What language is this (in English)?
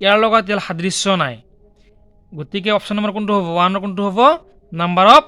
Assamese